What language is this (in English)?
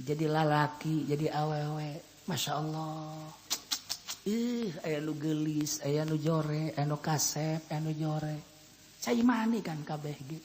Sundanese